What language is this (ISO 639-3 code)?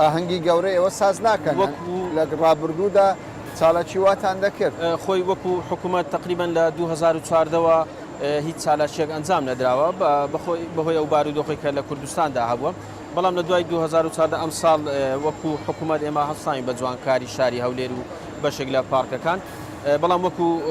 ckb